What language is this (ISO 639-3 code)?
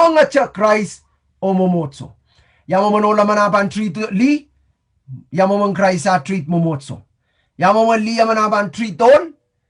pon